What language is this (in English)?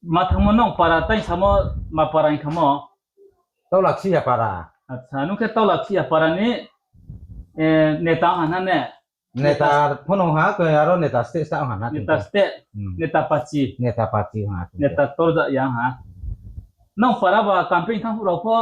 Riang (India)